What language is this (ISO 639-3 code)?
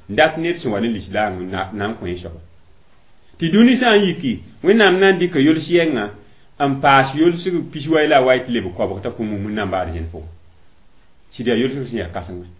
mos